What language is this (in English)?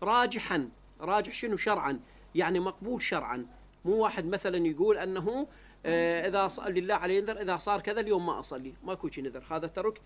Mesopotamian Arabic